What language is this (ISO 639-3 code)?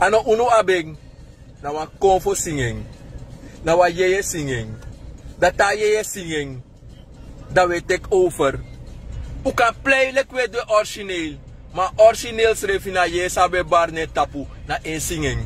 srn